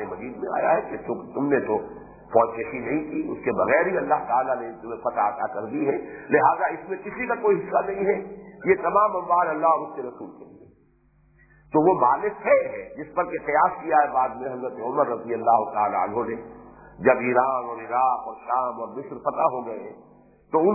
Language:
Urdu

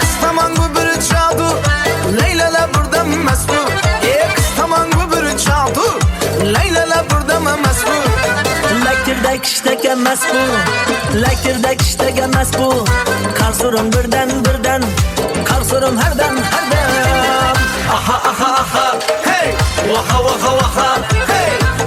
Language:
Kara-Kalpak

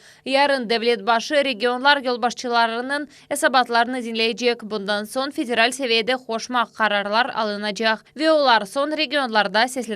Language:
Crimean Tatar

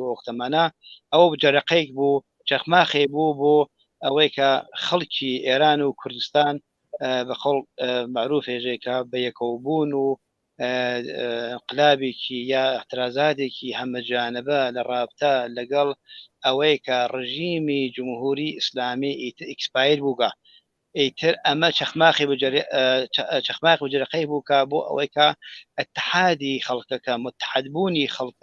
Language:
Central Kurdish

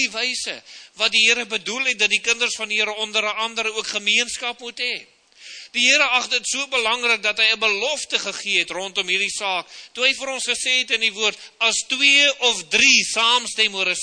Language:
Afrikaans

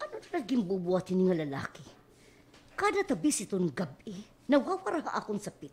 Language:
Waray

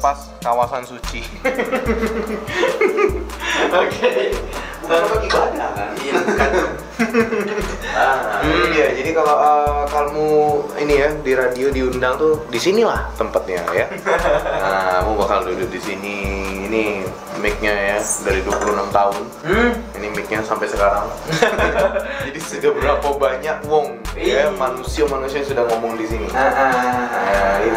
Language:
Indonesian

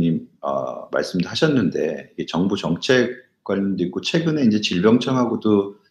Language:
Korean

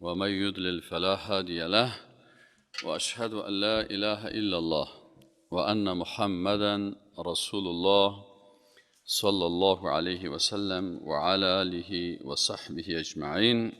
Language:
Persian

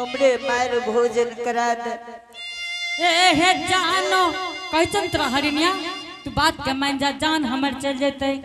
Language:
Angika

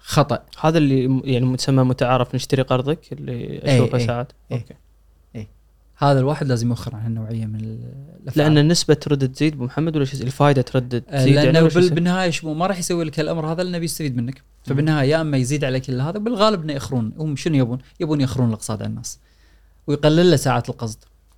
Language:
Gulf Arabic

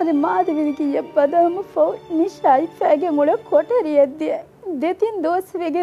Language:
Divehi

